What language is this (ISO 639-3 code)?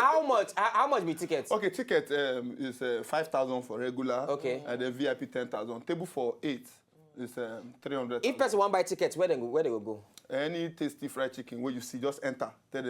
pcm